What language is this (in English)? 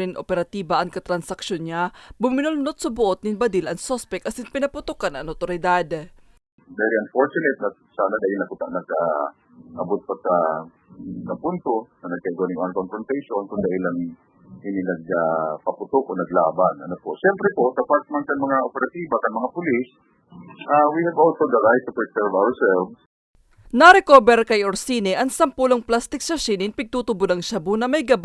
Bikol